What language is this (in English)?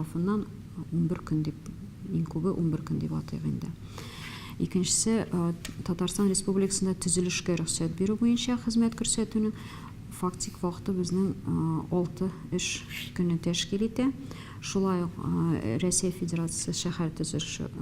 Tatar